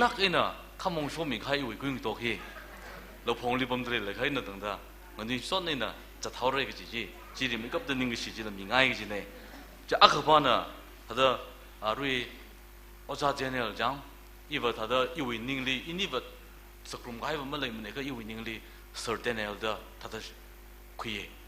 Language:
Tangkhul Naga (India)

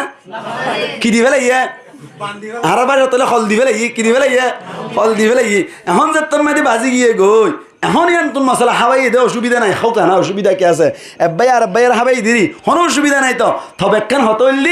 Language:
Rohingya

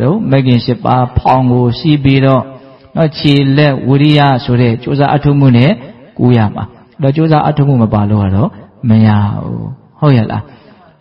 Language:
Burmese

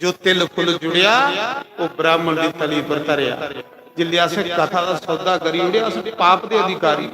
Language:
Dogri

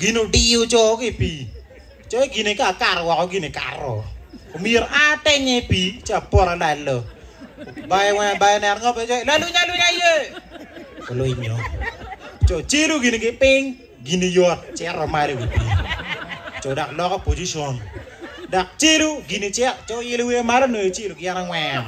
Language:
Acoli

